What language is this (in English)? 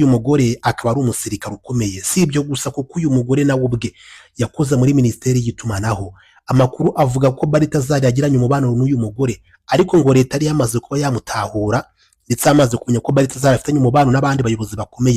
Kinyarwanda